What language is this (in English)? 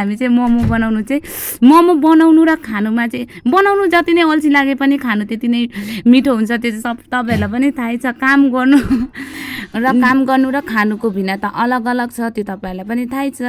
Nepali